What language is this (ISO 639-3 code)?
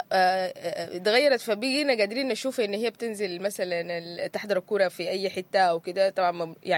apd